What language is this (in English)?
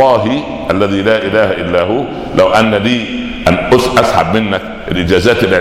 Arabic